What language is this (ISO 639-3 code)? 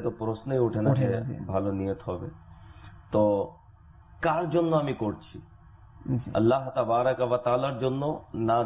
ben